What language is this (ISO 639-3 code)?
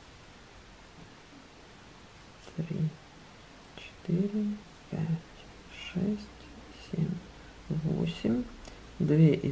rus